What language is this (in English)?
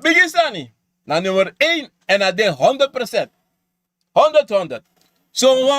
Sranan Tongo